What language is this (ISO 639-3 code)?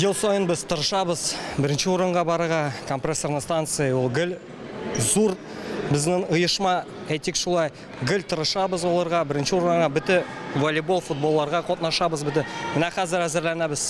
tat